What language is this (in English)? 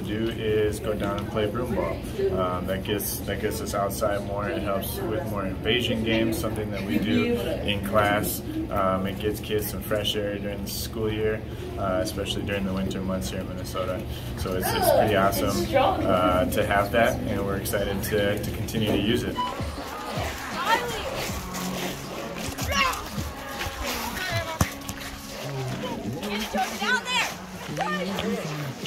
English